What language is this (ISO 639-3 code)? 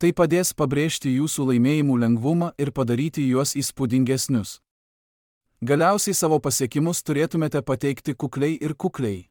lit